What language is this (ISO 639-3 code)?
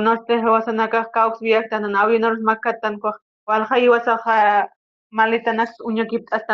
aym